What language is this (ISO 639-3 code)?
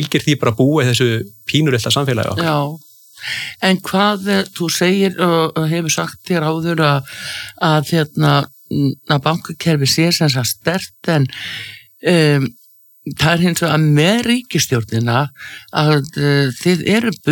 isl